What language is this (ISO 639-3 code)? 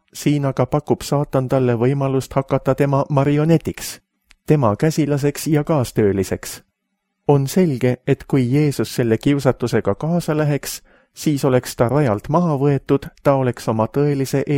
est